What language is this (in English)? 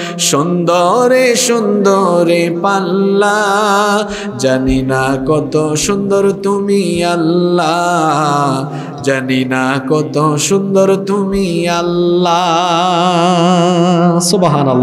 Bangla